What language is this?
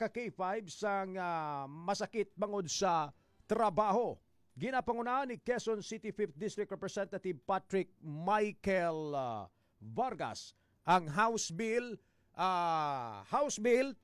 Hiligaynon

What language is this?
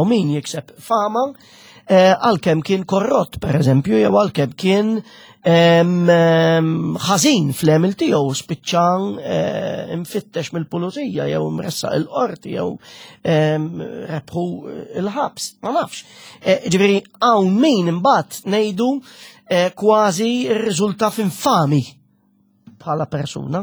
Maltese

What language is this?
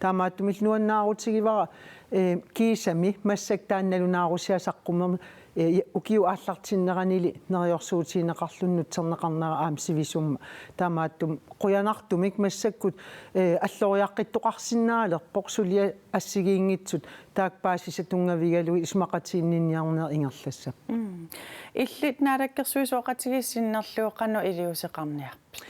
Kalaallisut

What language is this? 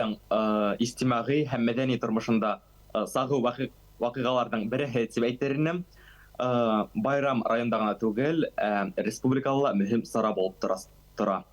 Bashkir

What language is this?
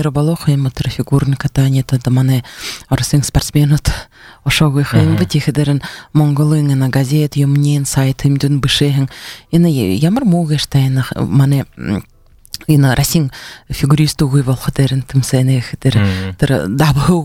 Buriat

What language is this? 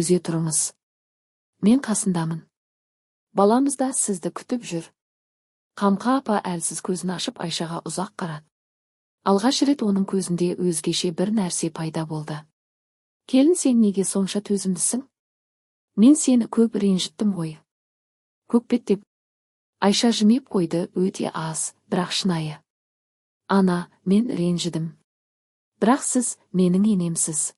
Kazakh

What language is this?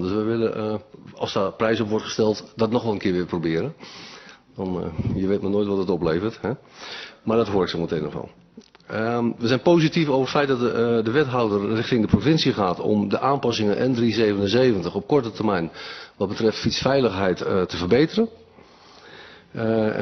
Dutch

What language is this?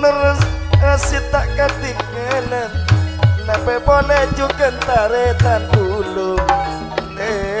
Madurese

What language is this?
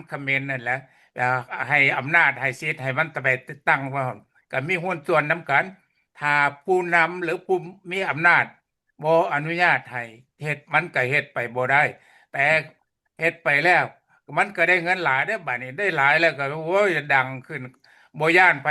Lao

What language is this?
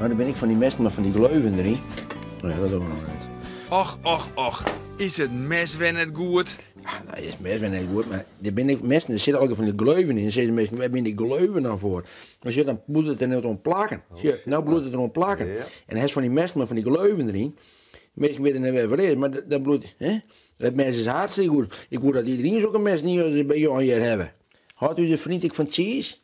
Western Frisian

